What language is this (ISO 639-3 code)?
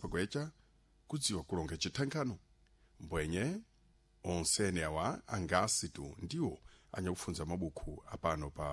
seh